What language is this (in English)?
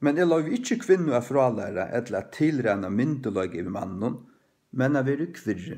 Faroese